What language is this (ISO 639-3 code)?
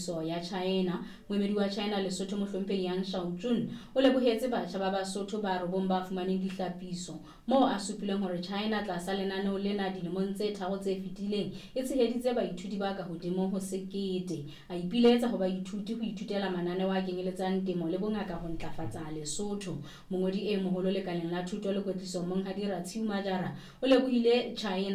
sot